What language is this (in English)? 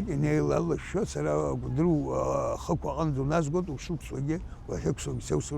Abkhazian